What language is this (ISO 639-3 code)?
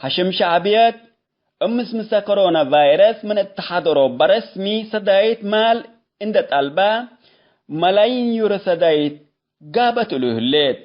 tig